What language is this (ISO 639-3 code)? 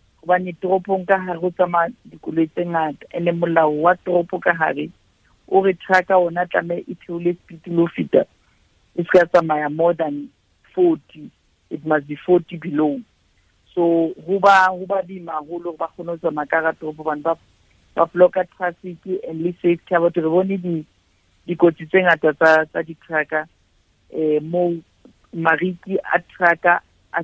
sot